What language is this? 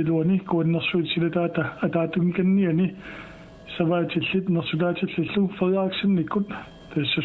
Kalaallisut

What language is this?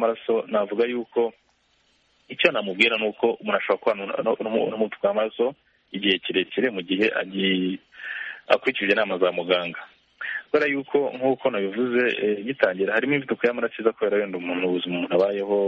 Kinyarwanda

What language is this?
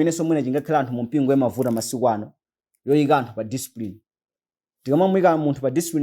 Nyanja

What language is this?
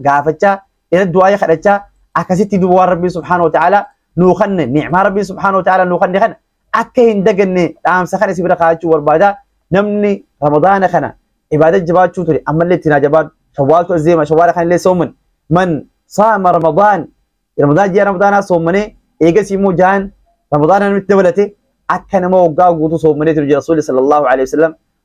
Oromo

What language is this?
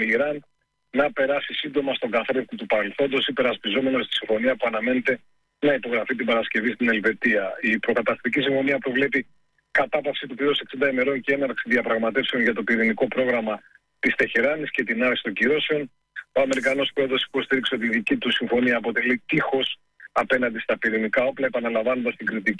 Greek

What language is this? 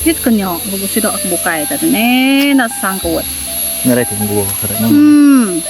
Iban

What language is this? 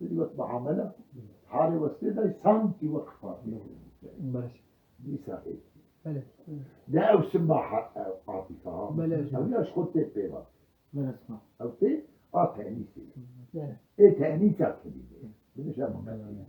Kurdish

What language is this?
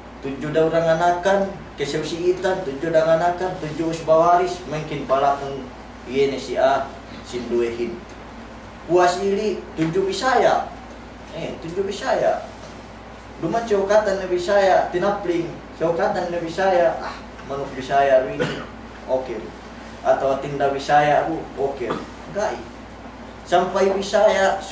Yakan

